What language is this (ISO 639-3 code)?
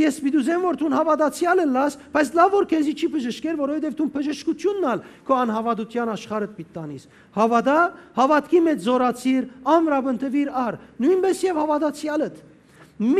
hyw